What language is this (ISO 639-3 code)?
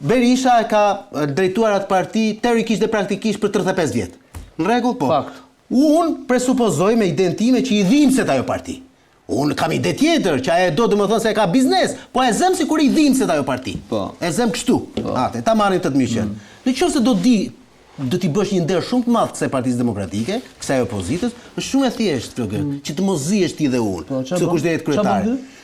sqi